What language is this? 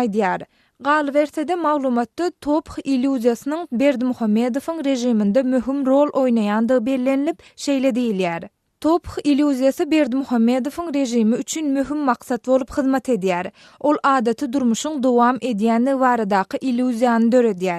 Turkmen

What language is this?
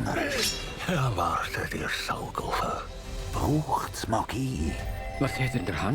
Swiss German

